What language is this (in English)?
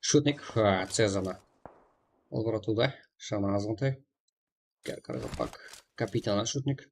Kara-Kalpak